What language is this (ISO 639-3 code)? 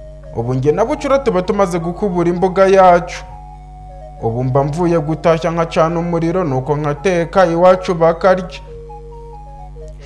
kin